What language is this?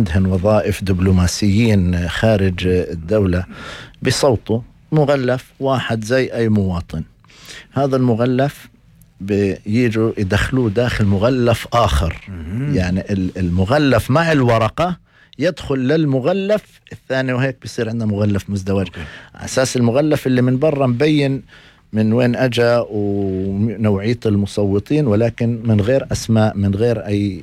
North Levantine Arabic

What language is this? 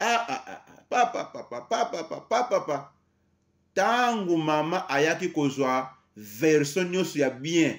Lingala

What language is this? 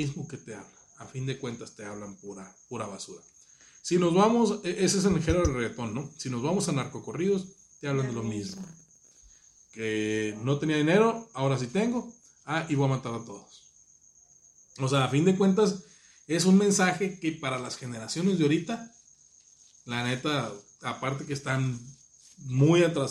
Spanish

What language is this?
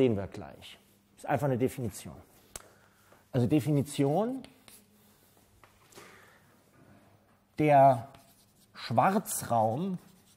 German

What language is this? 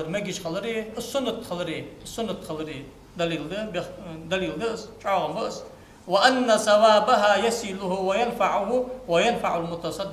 Ingush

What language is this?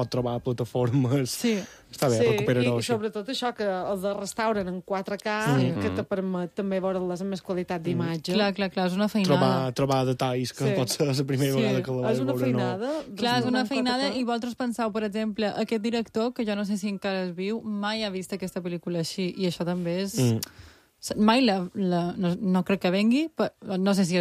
Catalan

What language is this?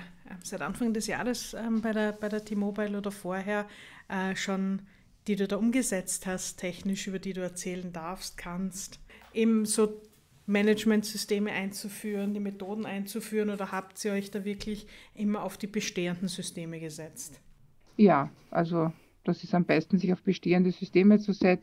German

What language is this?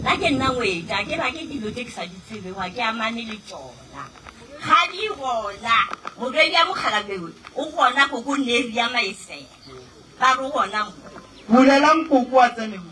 Northern Sotho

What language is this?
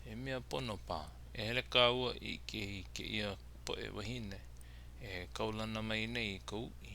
Hawaiian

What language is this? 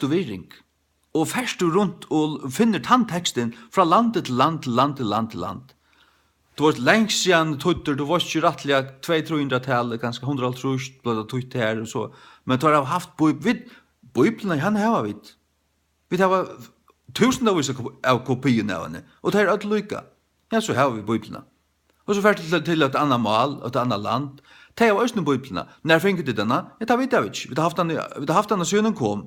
Faroese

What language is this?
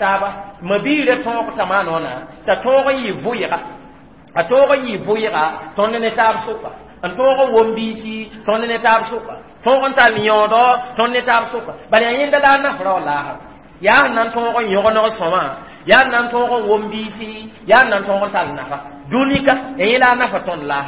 Mossi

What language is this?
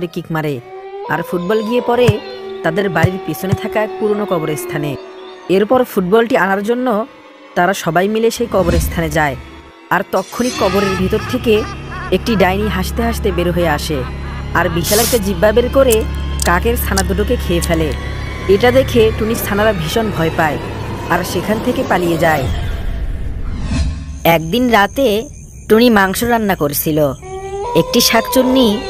Bangla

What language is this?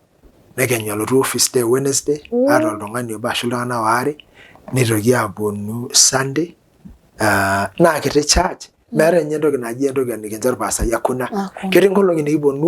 Masai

